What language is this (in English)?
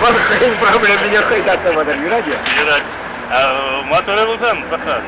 Chuvash